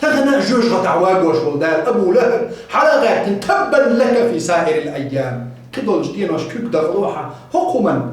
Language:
Chechen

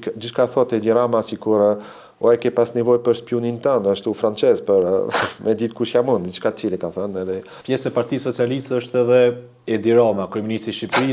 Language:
Albanian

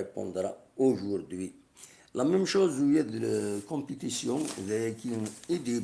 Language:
Kabyle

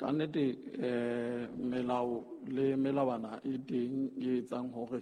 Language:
Southern Sotho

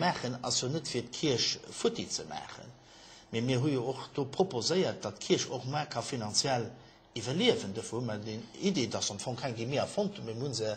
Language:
Luxembourgish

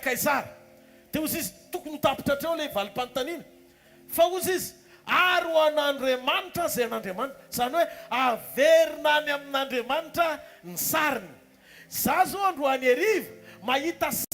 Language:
Malagasy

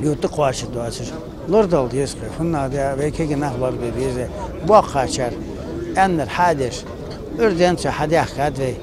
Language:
Ingush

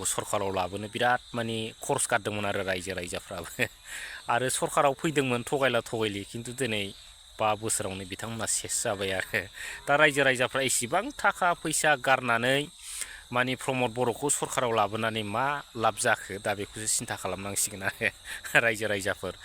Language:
Bodo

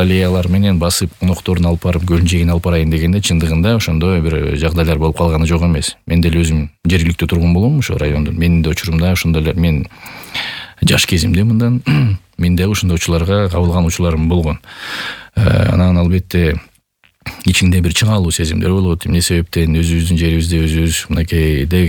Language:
Kyrgyz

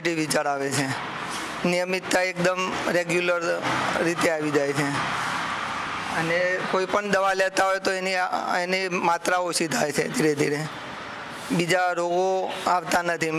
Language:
Gujarati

